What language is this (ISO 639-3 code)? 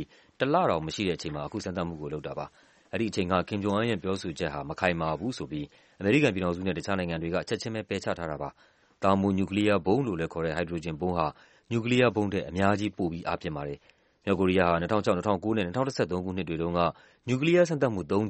mya